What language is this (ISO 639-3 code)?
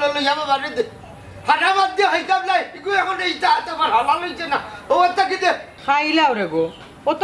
syl